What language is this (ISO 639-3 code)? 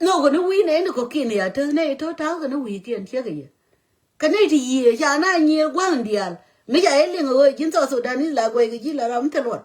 nus